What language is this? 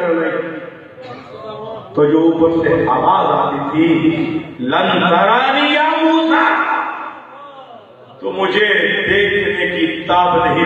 Urdu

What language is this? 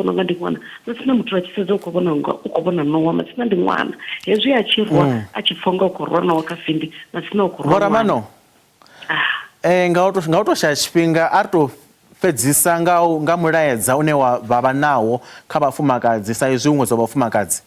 Venda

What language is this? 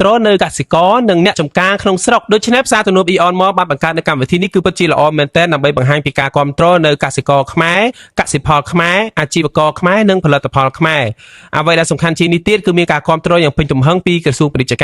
Khmer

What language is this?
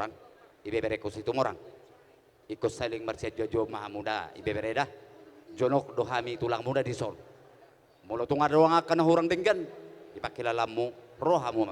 Batak Toba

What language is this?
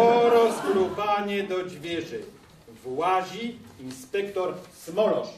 Silesian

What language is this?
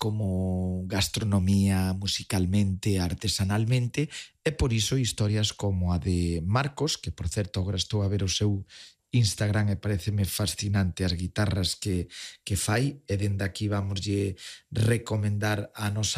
Galician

